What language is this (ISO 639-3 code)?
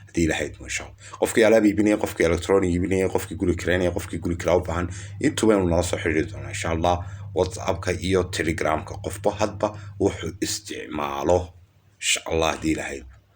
som